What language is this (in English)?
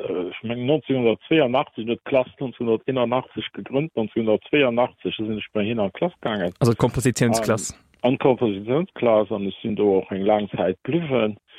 Luxembourgish